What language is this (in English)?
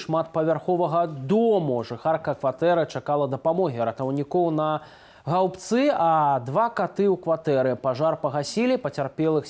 Belarusian